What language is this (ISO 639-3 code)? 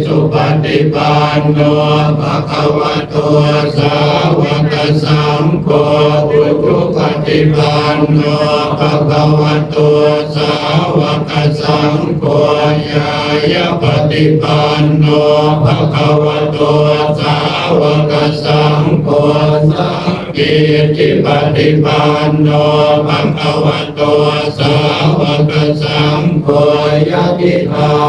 pli